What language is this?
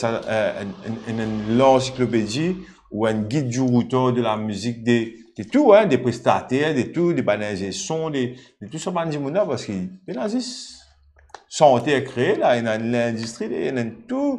Morisyen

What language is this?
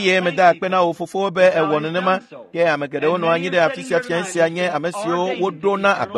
Ewe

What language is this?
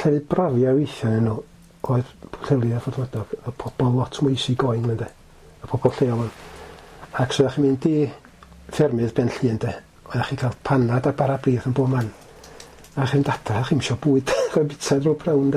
Welsh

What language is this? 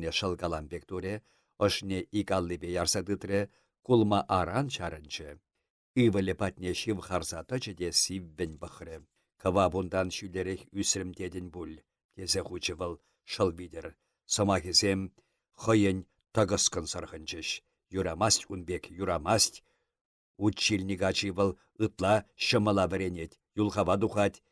Chuvash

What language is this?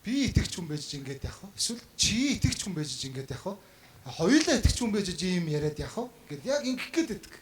Mongolian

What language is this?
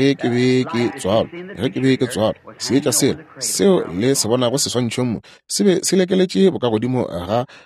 Northern Sotho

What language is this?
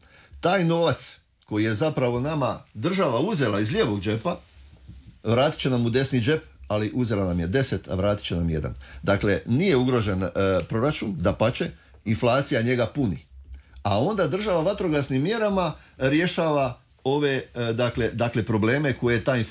Croatian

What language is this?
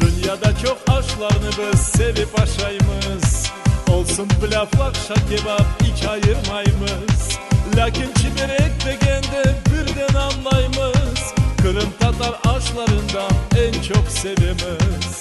Crimean Tatar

